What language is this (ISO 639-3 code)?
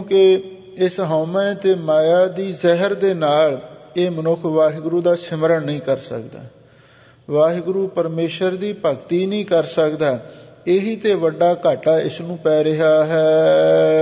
pan